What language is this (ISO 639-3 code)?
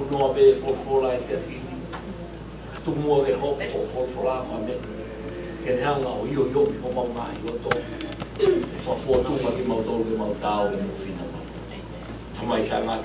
ton